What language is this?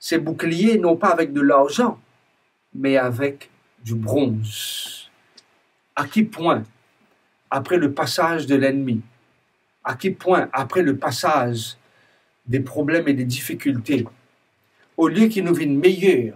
Morisyen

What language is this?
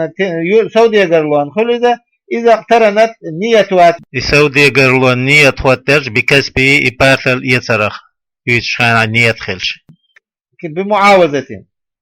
Chechen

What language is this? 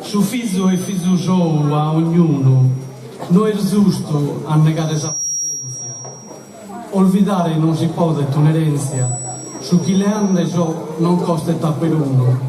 Sardinian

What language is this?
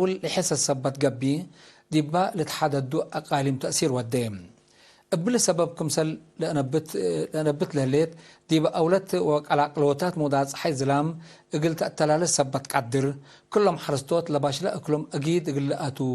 Tigre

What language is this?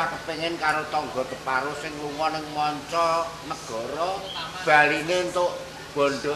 Javanese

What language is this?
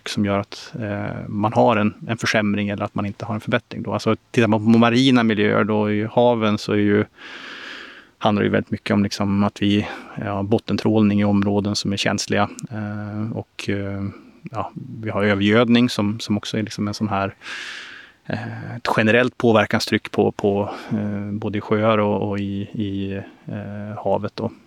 Swedish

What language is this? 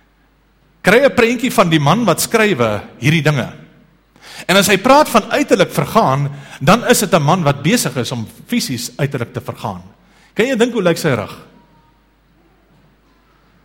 Afrikaans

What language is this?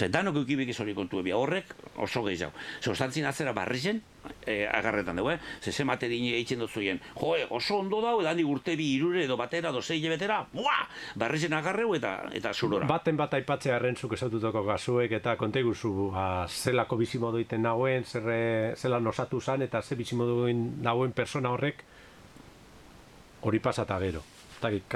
Basque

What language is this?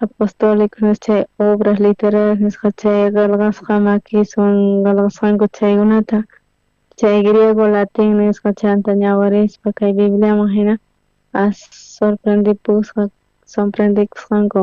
South Bolivian Quechua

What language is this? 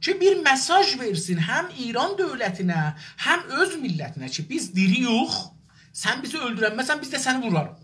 South Azerbaijani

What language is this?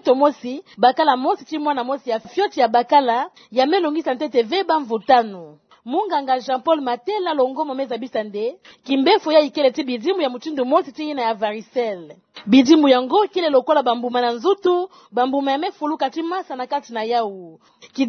Kituba (Democratic Republic of Congo)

